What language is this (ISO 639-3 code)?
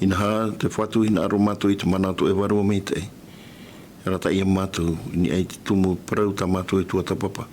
tah